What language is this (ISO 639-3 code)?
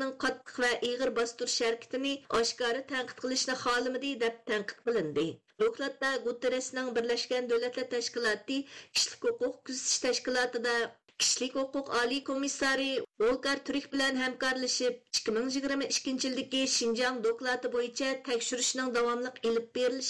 uig